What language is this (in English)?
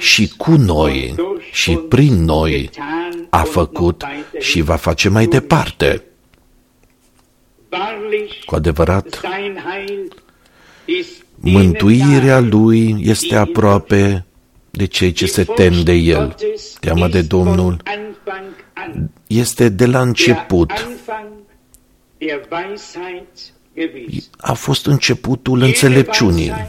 Romanian